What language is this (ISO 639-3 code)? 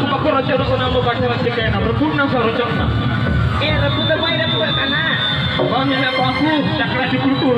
sat